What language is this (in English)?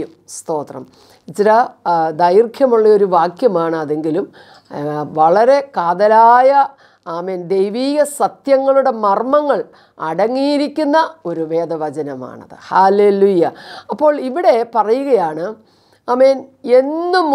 Malayalam